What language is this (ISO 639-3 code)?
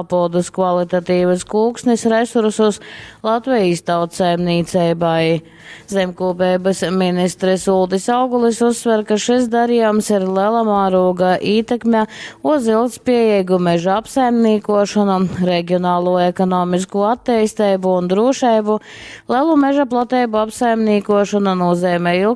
ltg